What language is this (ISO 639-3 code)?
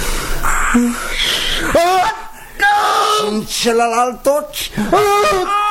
ron